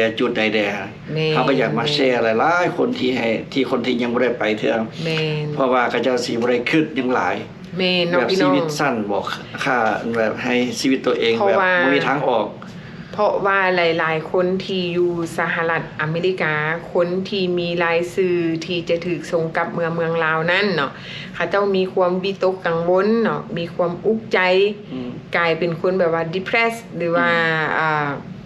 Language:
Lao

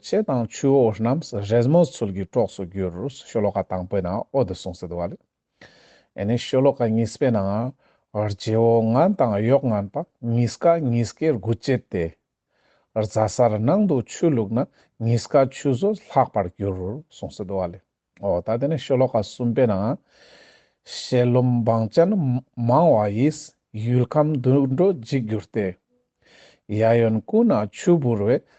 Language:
Ladakhi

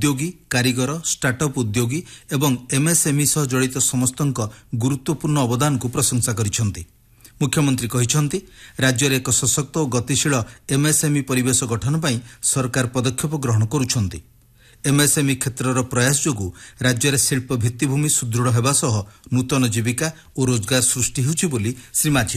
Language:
Odia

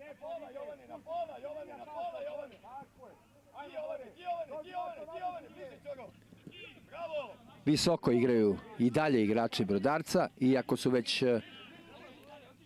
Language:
Serbian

